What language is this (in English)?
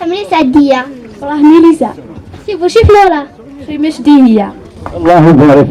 Kabyle